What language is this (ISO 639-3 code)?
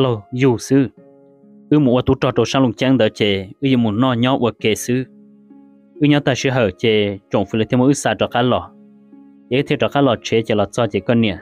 hmn